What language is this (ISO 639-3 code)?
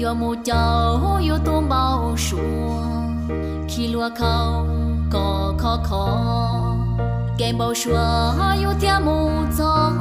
hmn